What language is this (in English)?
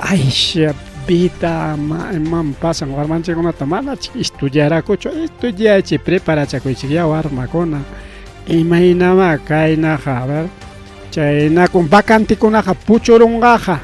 Ayacucho Quechua